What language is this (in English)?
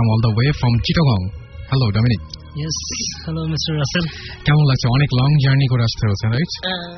Bangla